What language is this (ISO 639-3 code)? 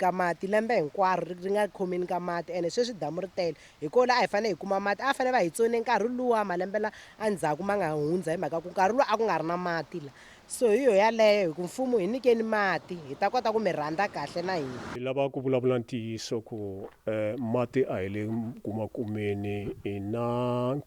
tso